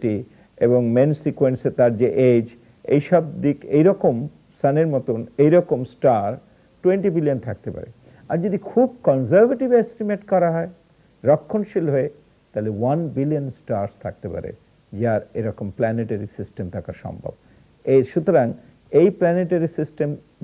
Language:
Bangla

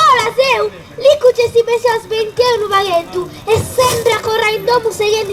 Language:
Sardinian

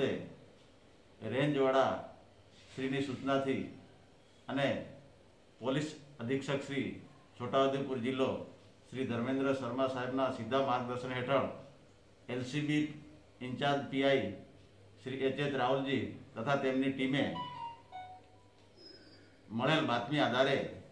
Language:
Gujarati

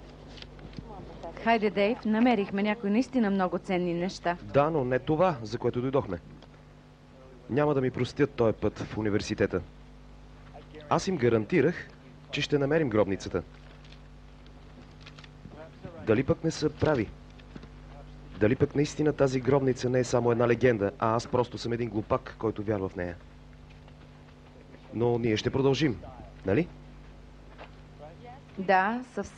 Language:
Bulgarian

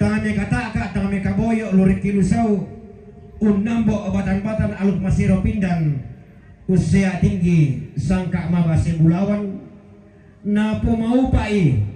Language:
Toraja-Sa'dan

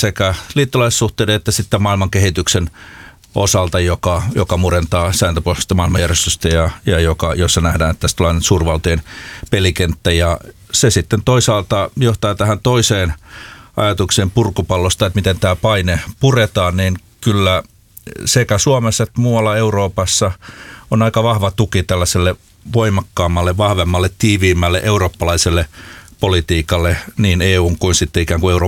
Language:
Finnish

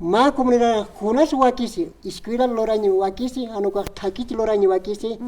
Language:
Aymara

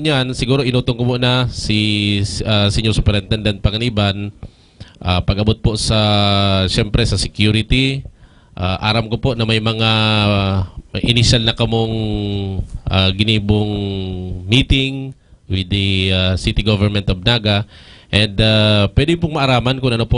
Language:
Bikol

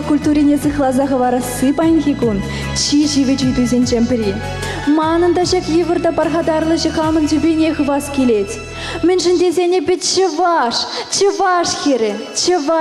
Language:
Chuvash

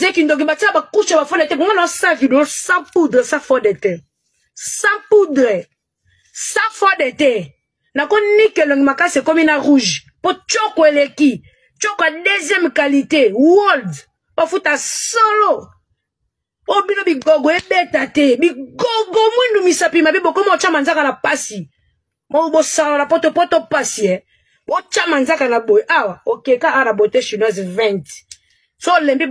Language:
Lingala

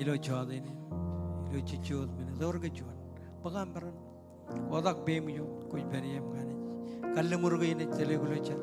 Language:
Marshallese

